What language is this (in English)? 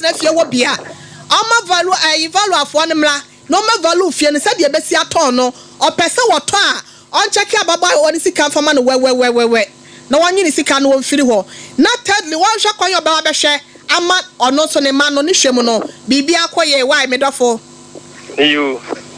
Akan